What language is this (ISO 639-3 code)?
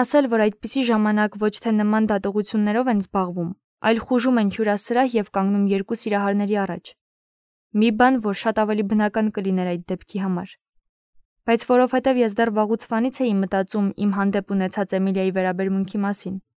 hye